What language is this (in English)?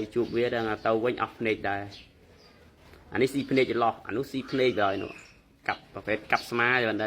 Khmer